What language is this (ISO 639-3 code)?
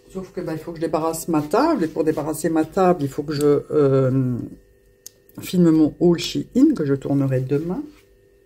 fra